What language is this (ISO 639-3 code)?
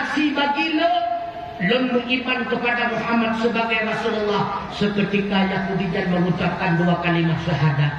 ace